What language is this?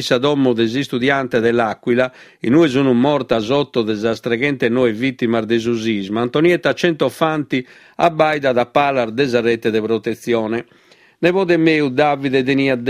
Sardinian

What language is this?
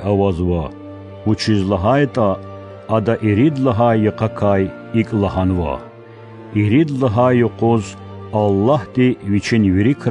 Lezghian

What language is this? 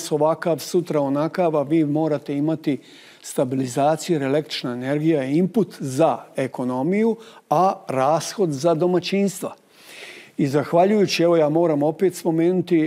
Bosnian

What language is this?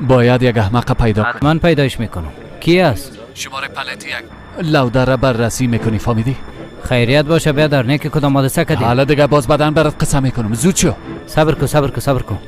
Persian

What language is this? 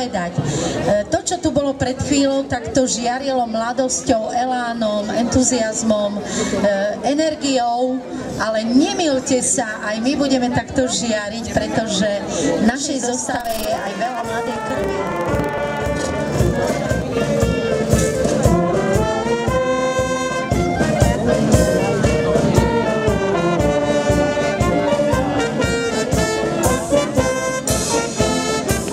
Slovak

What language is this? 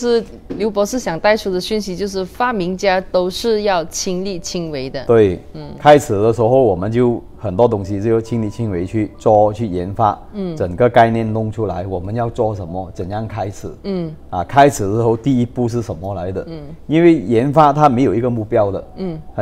Chinese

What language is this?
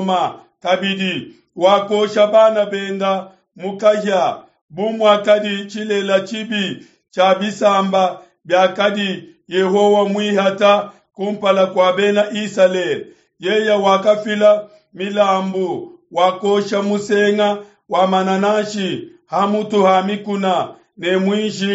Luba-Lulua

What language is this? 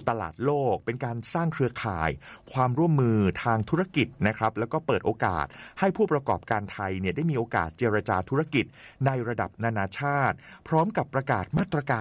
Thai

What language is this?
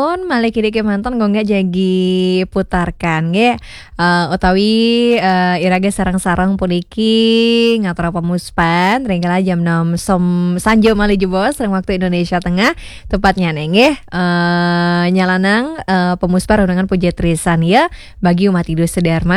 Balinese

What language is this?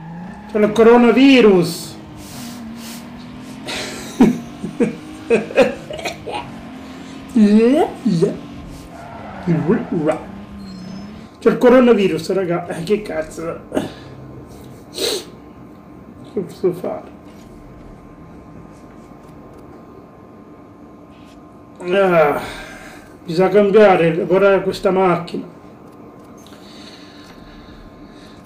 Italian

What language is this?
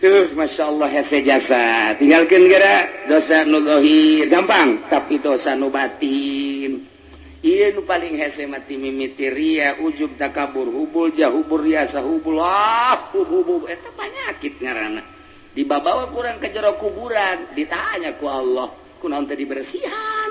Sundanese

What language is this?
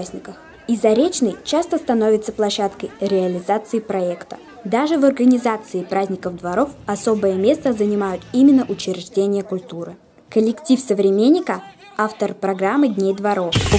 Russian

